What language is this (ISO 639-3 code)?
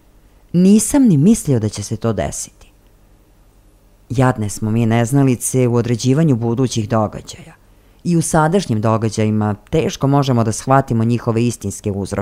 srp